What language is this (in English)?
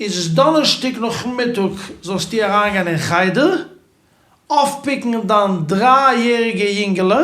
Yiddish